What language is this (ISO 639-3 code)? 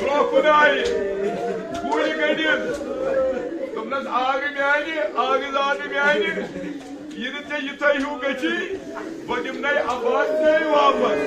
kas